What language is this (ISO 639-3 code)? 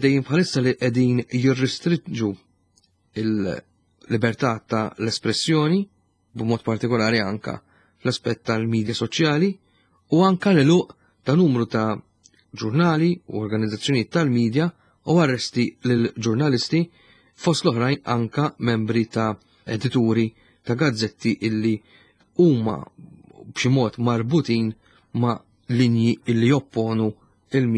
mlt